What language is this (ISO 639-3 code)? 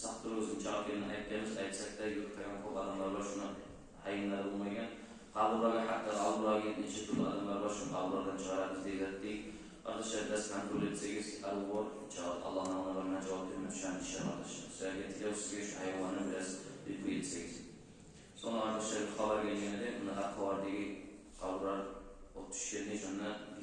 kum